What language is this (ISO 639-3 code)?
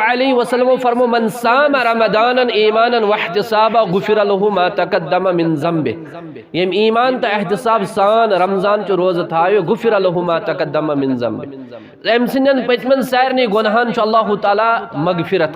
kas